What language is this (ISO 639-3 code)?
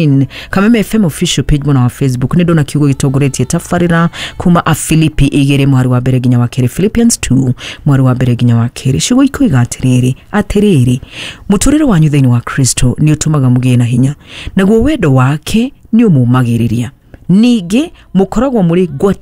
kik